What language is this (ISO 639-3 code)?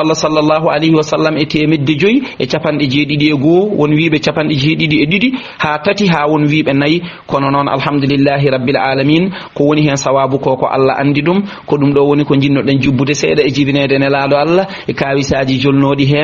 ful